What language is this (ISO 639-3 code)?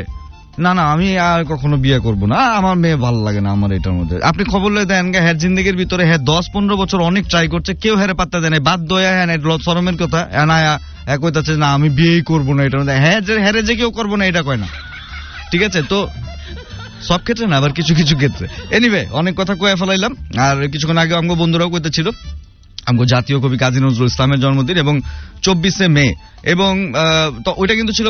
ben